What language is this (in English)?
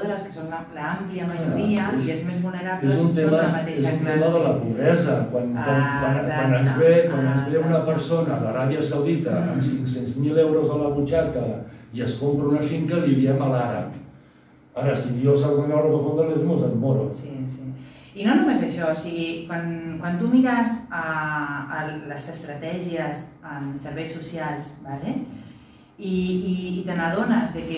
Catalan